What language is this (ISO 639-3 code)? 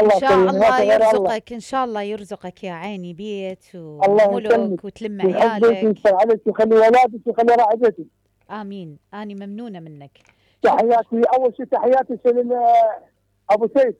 acm